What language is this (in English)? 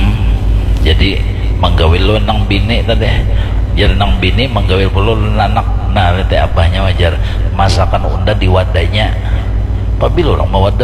Banjar